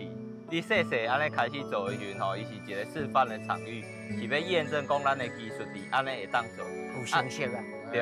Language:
Min Nan Chinese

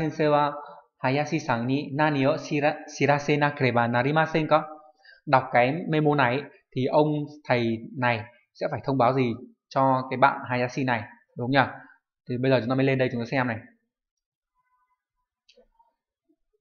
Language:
Vietnamese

